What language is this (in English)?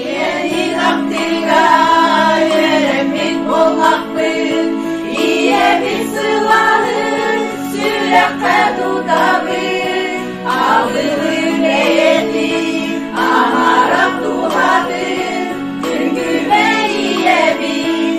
Yakut